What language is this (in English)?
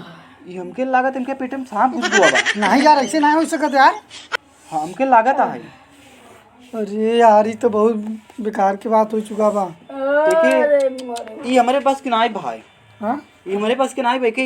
Awadhi